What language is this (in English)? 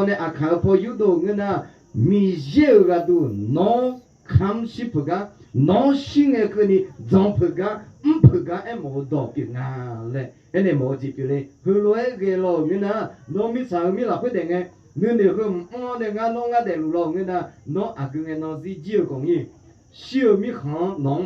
Akha